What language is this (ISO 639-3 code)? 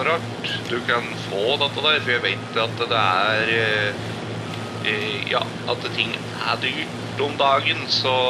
nor